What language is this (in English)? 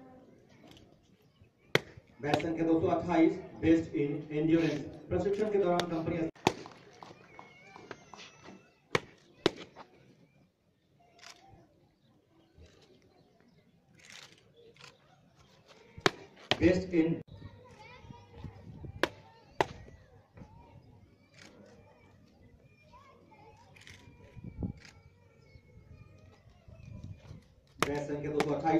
Hindi